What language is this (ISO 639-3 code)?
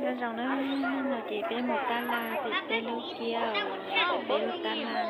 hmn